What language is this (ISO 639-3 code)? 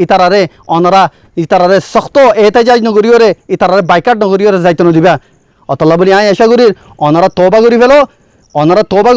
rhg